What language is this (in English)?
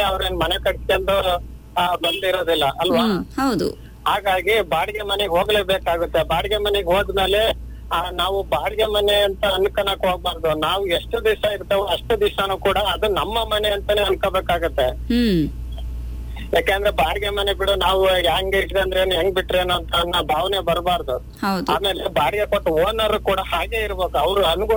Kannada